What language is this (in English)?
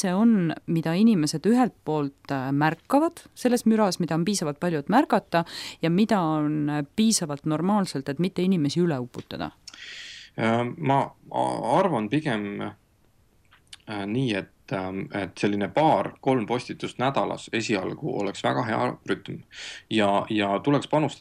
Estonian